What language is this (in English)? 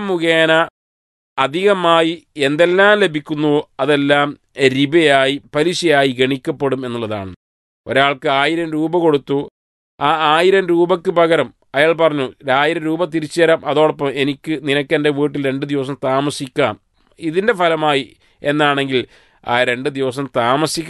Malayalam